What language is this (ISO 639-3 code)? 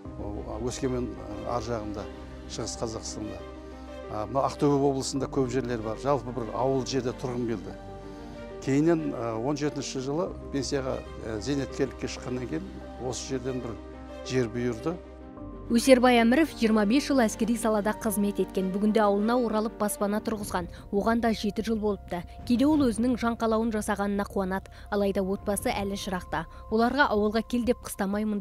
kaz